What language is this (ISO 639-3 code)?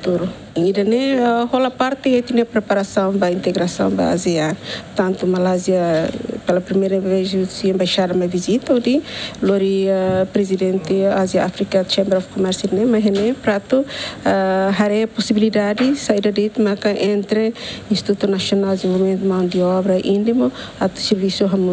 tet